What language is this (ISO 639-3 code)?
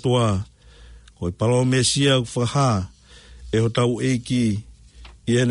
ton